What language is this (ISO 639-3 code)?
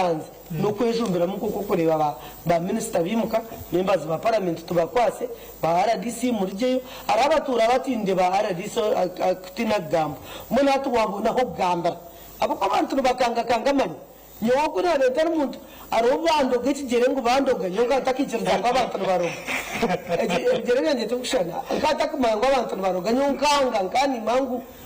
nyn